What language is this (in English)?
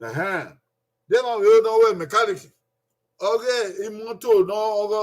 Bini